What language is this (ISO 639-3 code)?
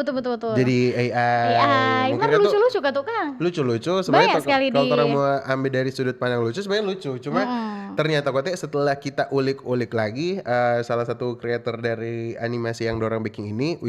xmm